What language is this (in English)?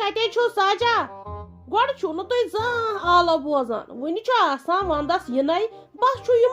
Kashmiri